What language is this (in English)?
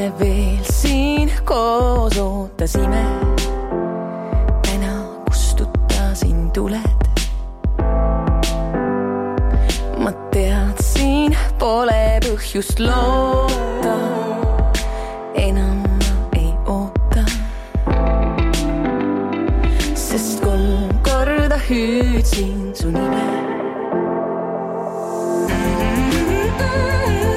Estonian